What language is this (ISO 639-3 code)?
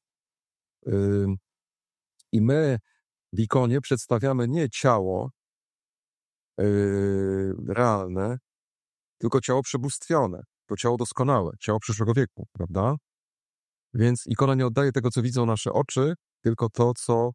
pol